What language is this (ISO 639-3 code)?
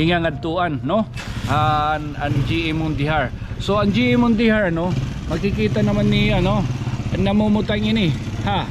war